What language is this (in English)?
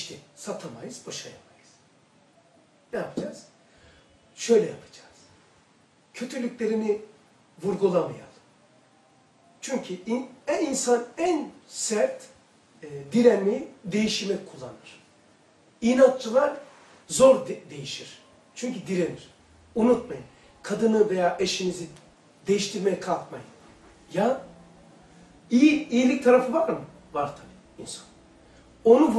Turkish